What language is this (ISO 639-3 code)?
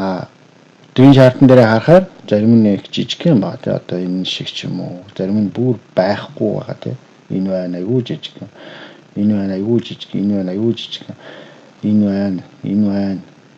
mon